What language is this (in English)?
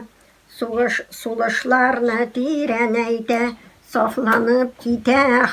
Tatar